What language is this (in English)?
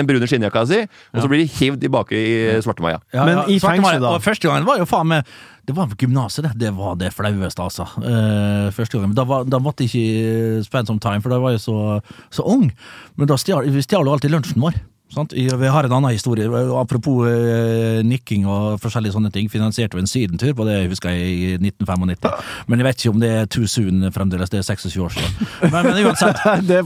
Norwegian